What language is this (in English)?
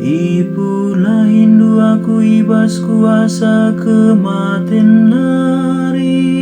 Batak Karo